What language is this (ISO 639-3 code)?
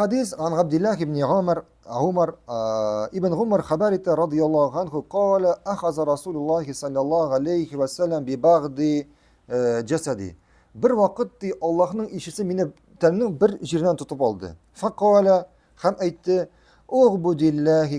tat